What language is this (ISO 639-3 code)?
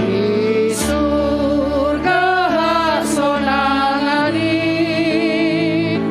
bts